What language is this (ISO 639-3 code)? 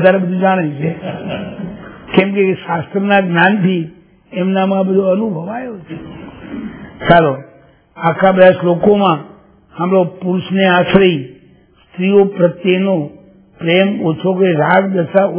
guj